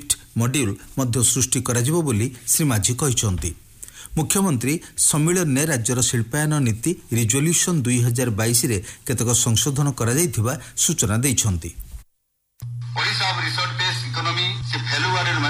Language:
Odia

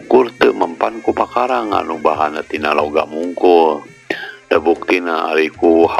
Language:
Sundanese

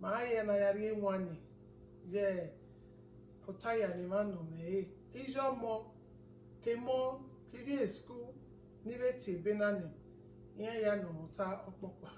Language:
Bini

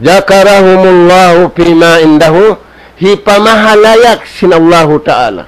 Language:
Tausug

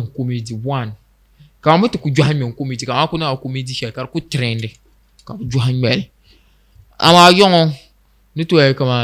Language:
Dagbani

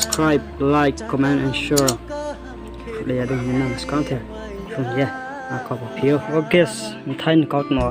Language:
Riang (India)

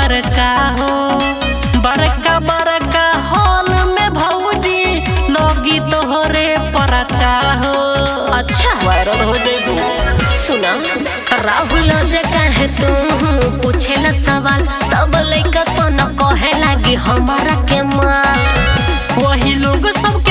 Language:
Bhojpuri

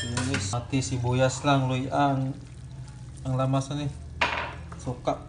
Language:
Cebuano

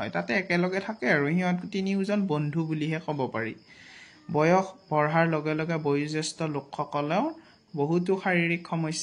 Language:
Assamese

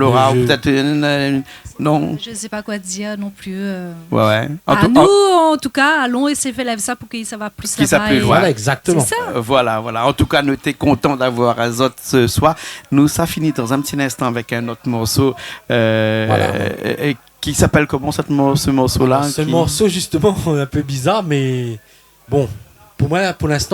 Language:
Réunion Creole French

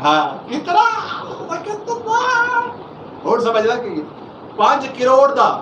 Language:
Saraiki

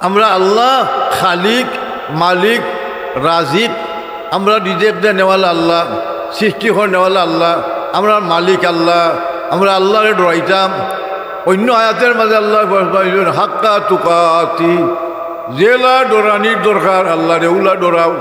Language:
Sylheti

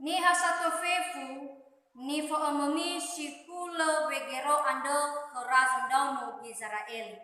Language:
Nias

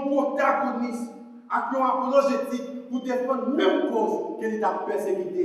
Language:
Haitian Creole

